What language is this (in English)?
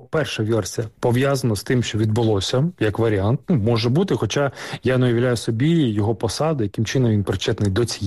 Ukrainian